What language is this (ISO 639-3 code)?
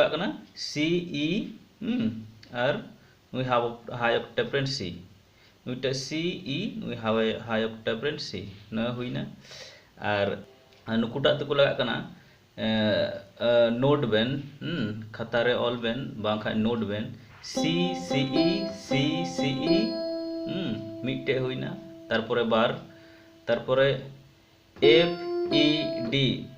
sat